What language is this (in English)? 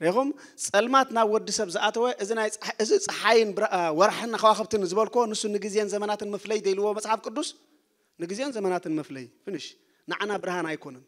Tigrinya